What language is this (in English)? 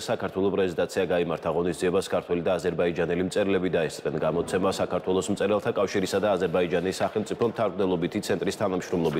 Georgian